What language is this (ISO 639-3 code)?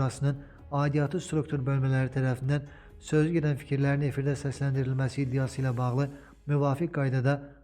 aze